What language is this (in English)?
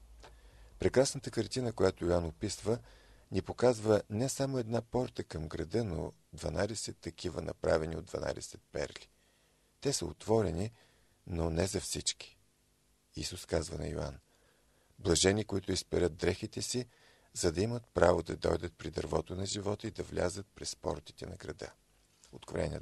Bulgarian